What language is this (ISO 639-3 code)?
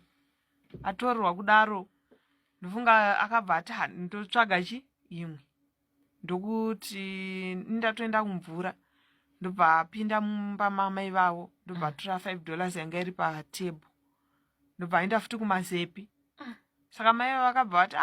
sna